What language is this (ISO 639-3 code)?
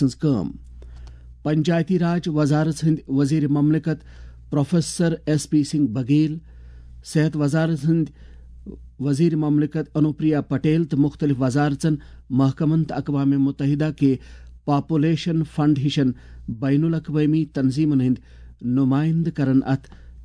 kas